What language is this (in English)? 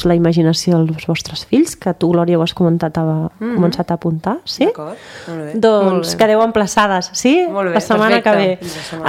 Catalan